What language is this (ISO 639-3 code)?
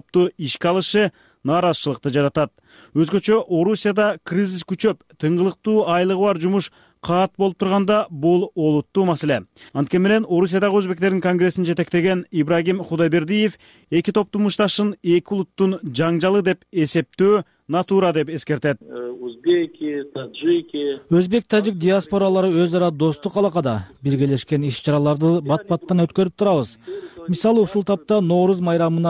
kir